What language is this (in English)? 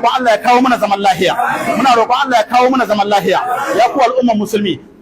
Hausa